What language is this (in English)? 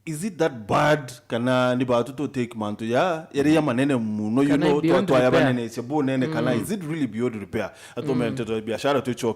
Meru